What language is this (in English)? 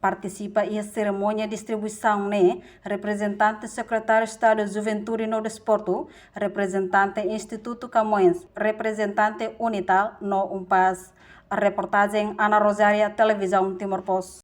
Tetum